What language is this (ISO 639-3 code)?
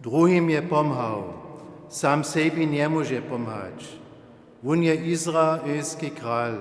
hsb